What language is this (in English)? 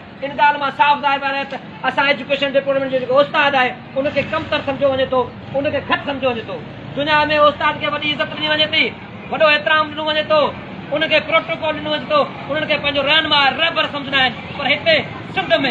Sindhi